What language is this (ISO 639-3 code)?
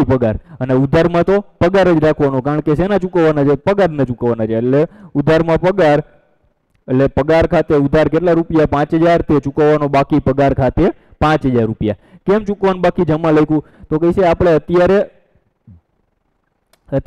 guj